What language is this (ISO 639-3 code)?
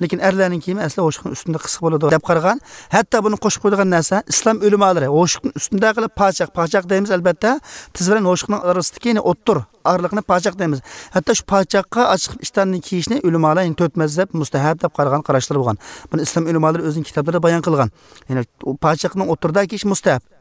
uig